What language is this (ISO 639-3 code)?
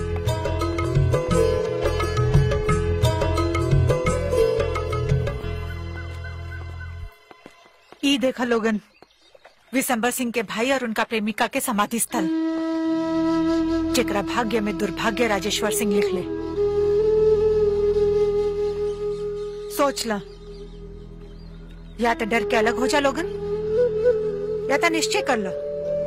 bho